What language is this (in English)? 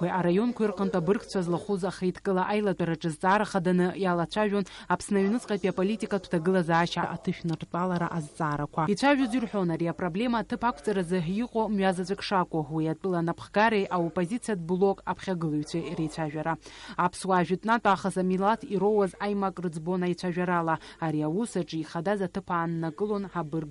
Abkhazian